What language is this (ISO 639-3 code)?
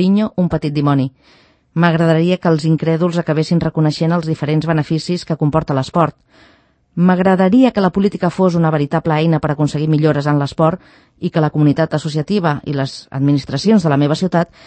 cat